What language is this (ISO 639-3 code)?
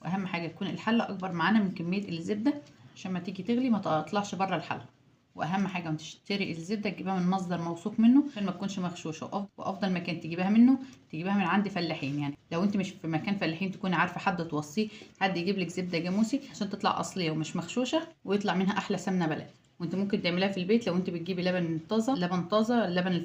arz